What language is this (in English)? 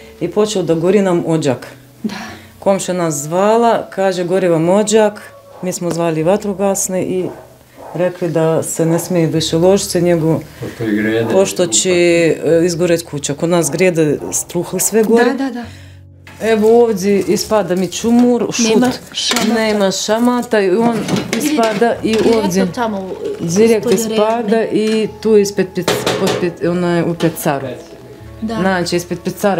Bosnian